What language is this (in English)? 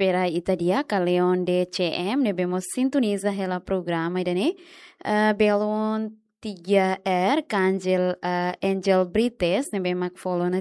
Tetum